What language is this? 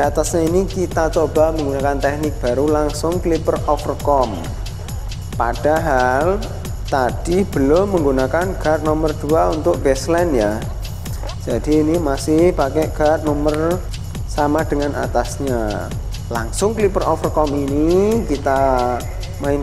Indonesian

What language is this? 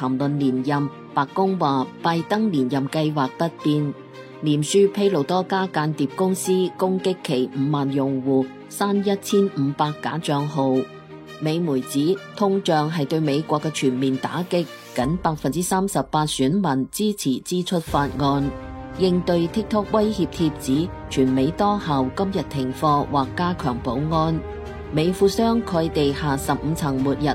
Cantonese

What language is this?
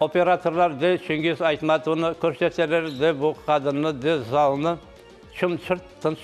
Crimean Tatar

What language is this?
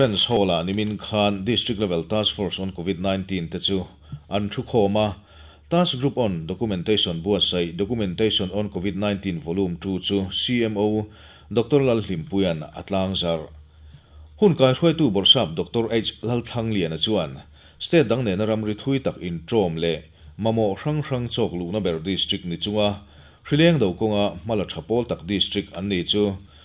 Mizo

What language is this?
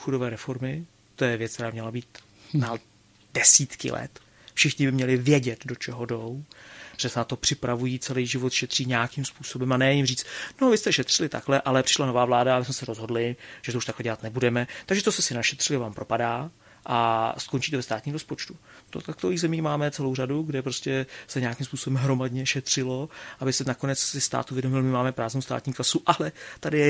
Czech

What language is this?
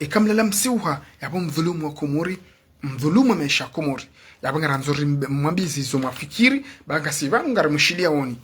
Ngazidja Comorian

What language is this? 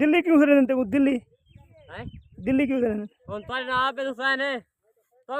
Saraiki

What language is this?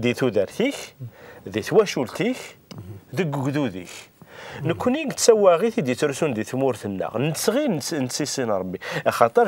Kabyle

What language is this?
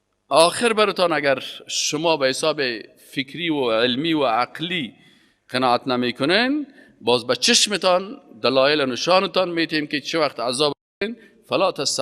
Persian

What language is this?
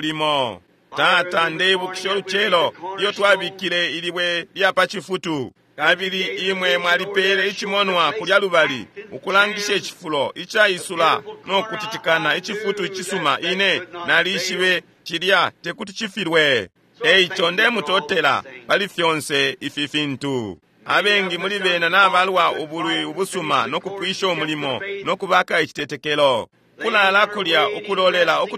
Bemba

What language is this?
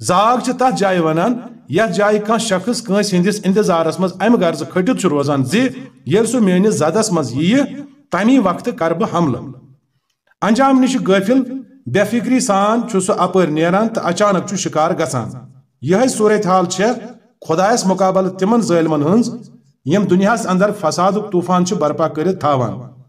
Kashmiri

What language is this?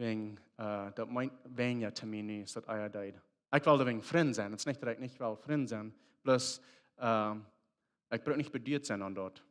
Plautdietsch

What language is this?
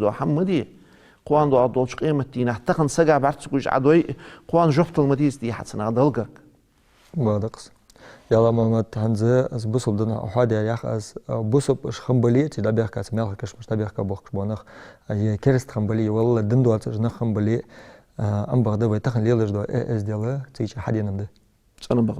Ingush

